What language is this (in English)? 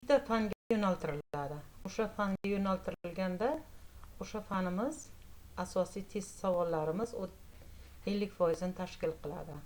Uzbek